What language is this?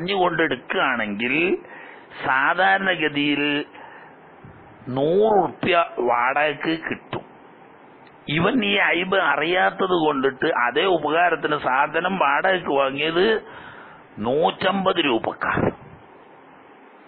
Malayalam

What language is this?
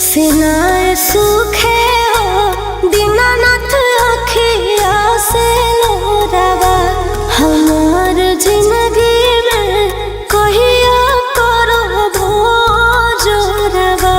Magahi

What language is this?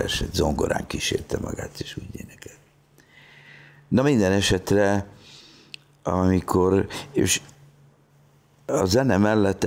Hungarian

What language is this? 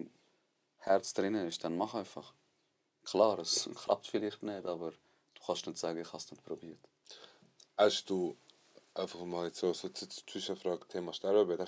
Swiss German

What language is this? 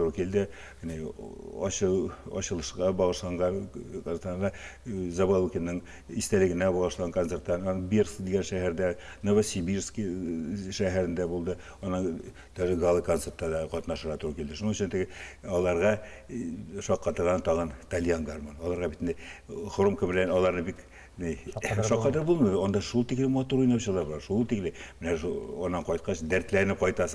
Tatar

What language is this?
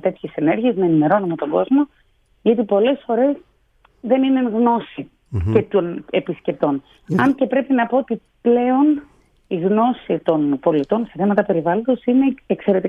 Greek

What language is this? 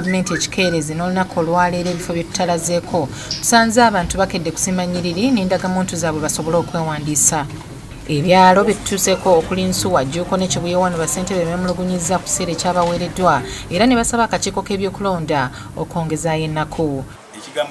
Ganda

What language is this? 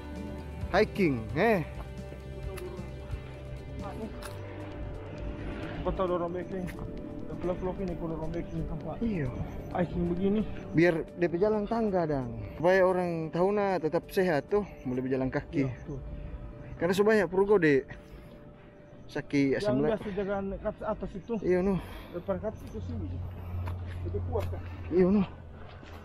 Manado Malay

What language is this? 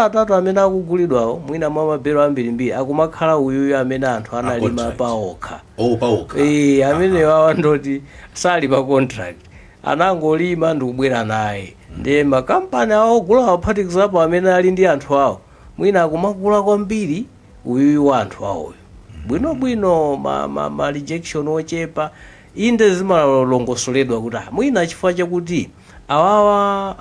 Nyanja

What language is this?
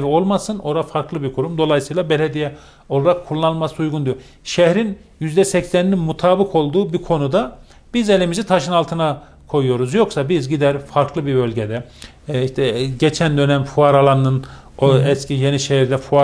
Turkish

